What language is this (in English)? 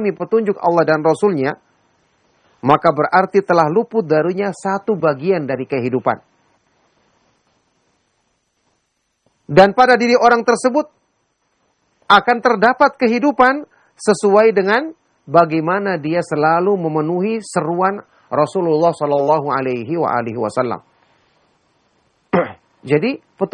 Indonesian